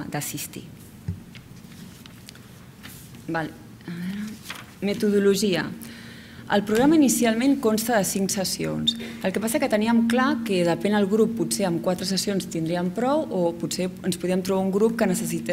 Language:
Catalan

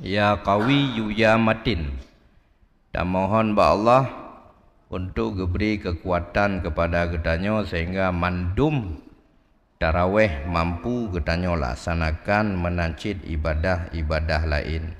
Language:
Achinese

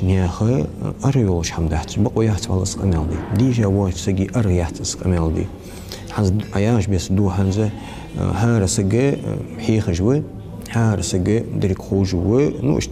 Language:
Ingush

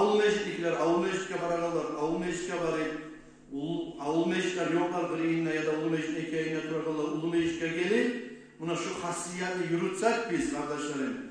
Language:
Kumyk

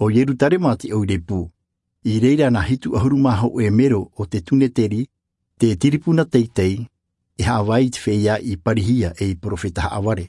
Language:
Tahitian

